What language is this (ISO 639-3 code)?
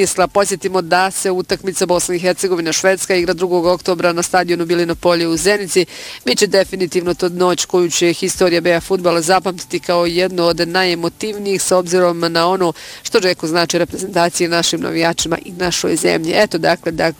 bos